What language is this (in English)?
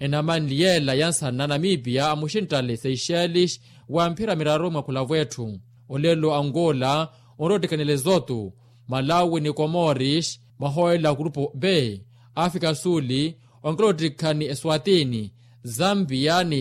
Makhuwa